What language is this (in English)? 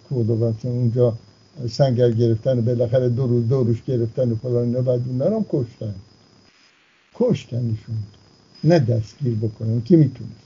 Persian